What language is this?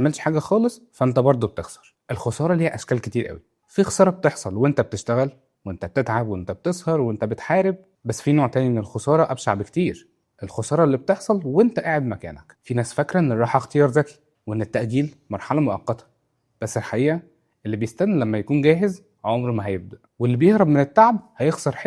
Egyptian Arabic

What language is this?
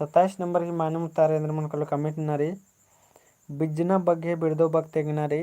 Kurukh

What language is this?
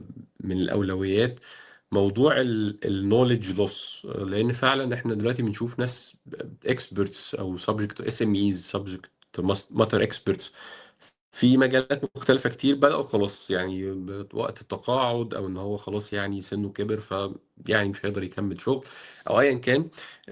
Egyptian Arabic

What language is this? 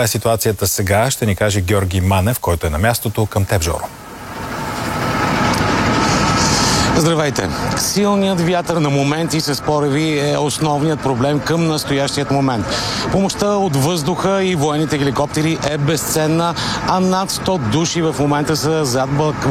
Bulgarian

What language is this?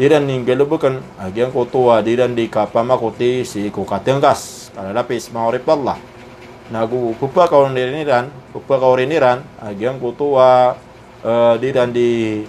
Maranao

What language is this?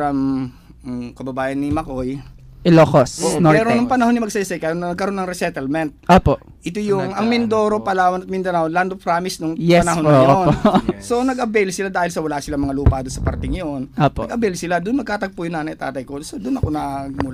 Filipino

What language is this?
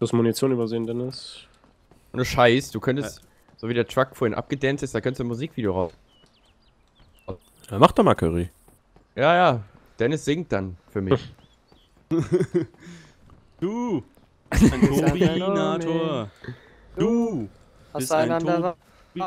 German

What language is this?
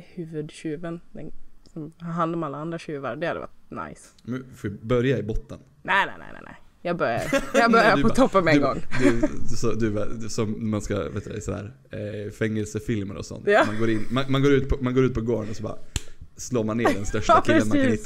Swedish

